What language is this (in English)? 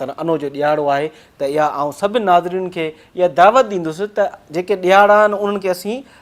Sindhi